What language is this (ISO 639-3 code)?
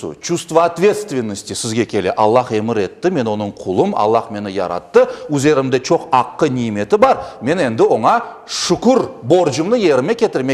crh